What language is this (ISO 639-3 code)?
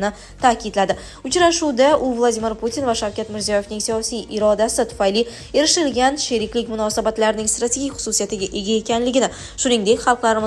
uzb